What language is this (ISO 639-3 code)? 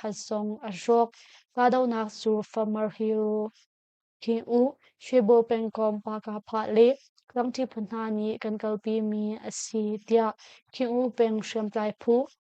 cnh